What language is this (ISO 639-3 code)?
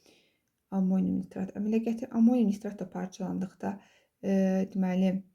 aze